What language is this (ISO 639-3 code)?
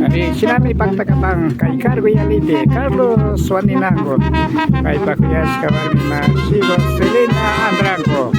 qvi